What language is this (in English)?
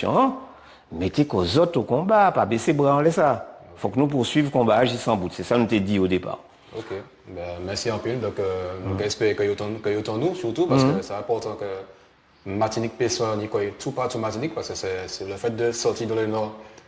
Guadeloupean Creole French